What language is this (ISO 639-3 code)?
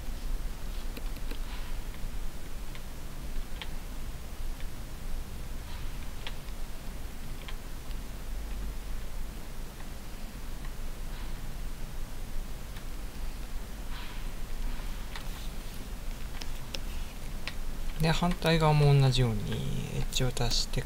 jpn